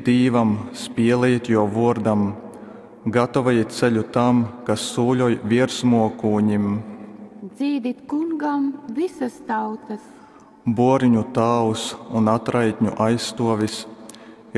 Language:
Latgalian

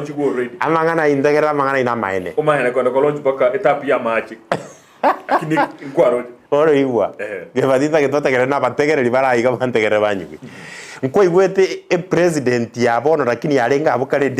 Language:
Gusii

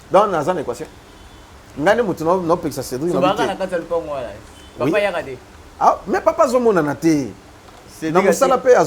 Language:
Lingala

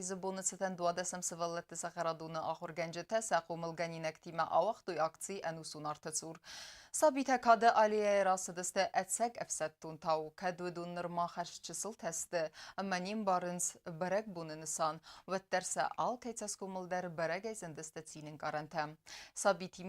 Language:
Ossetic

